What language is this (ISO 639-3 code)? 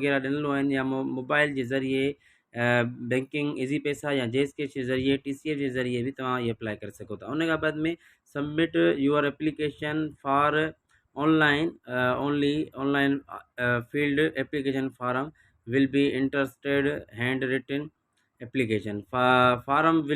snd